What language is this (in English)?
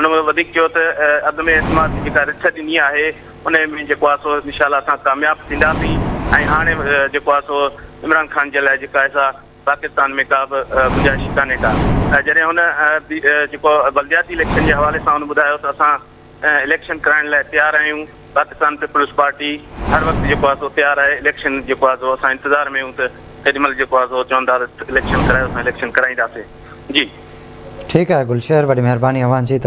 Sindhi